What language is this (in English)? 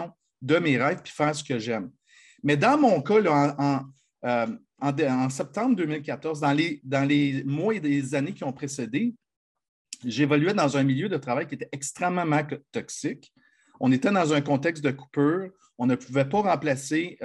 French